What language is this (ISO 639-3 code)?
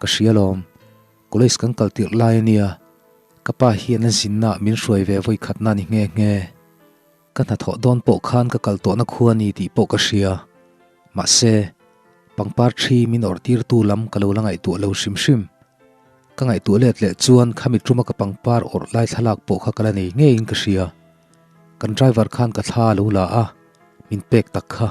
lus